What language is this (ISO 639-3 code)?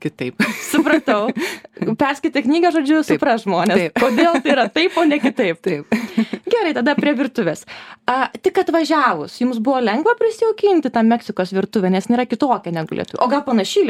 lit